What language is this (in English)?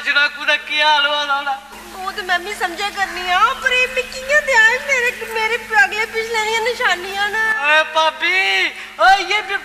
Dogri